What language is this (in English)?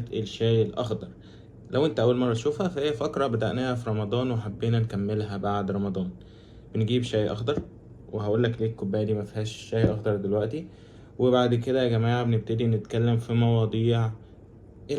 Egyptian Arabic